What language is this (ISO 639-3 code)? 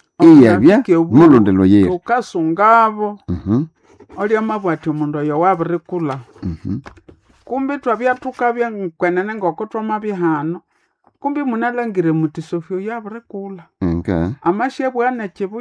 nnb